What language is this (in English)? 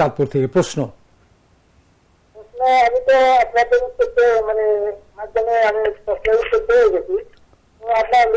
Bangla